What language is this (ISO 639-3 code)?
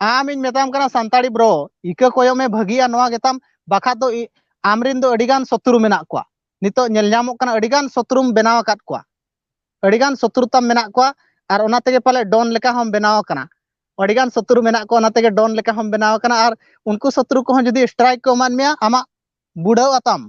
sat